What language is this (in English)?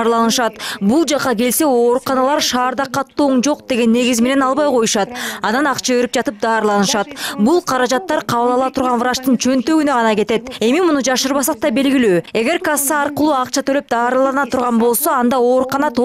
Kyrgyz